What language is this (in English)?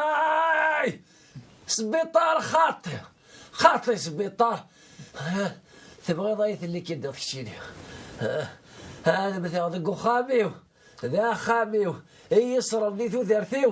Kabyle